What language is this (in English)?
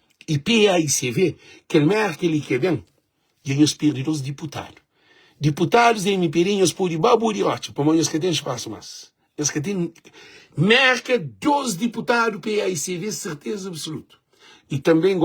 Kabuverdianu